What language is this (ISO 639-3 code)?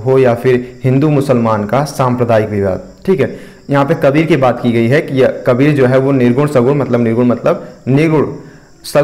hin